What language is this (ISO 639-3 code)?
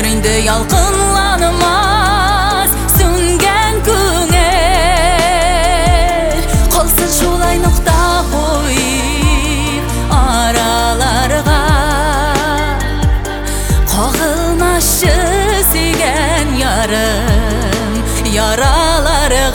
tat